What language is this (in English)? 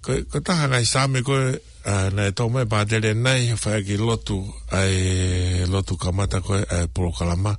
Tongan